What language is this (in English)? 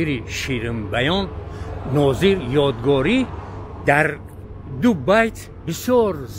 Tajik